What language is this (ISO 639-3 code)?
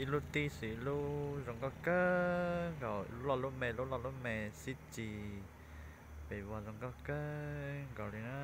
hmn